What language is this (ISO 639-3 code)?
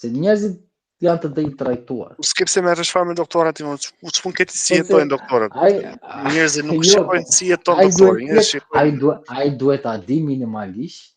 sqi